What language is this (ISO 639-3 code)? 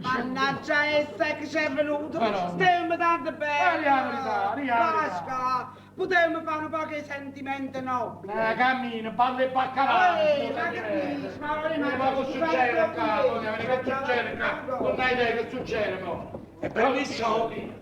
nap